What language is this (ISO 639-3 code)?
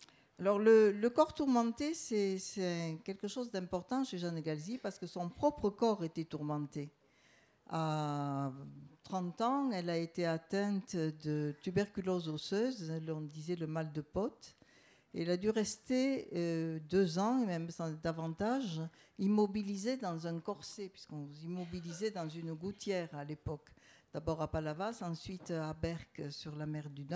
fra